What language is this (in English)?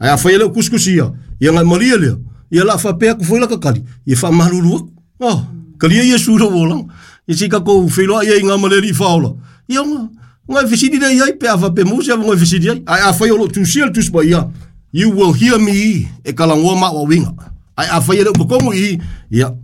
Samoan